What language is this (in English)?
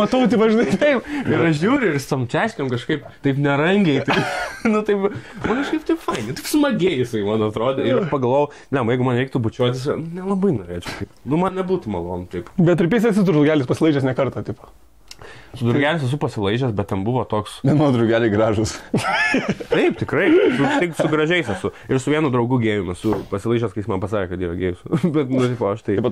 Lithuanian